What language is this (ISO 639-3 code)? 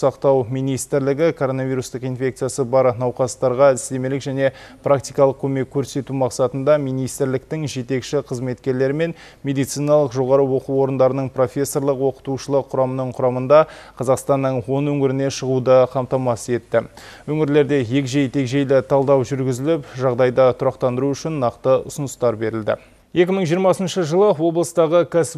kaz